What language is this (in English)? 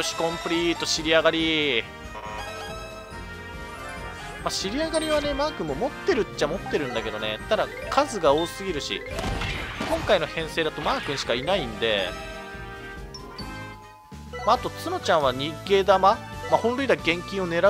Japanese